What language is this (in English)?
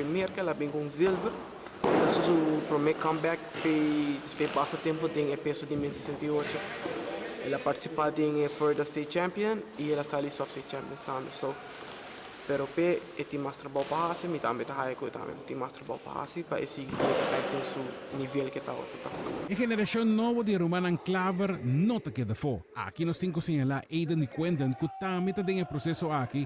Papiamento